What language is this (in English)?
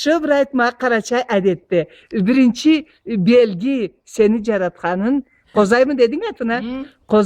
Karachay-Balkar